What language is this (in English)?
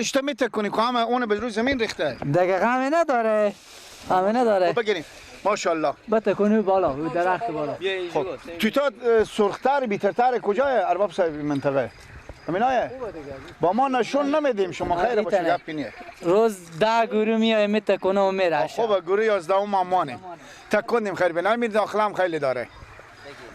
Persian